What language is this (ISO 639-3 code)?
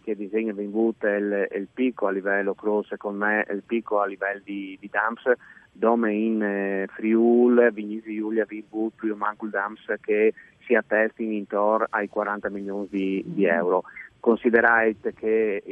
fur